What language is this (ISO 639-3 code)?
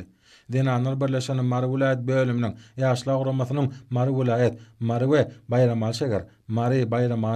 tuk